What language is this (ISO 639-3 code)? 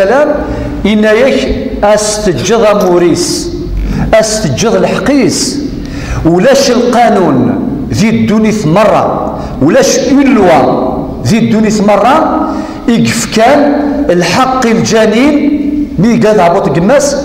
kab